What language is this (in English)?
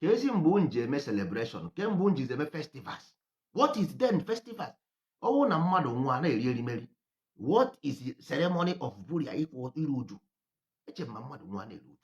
Igbo